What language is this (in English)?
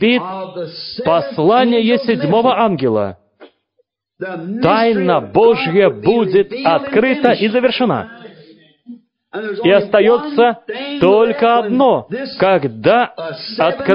Russian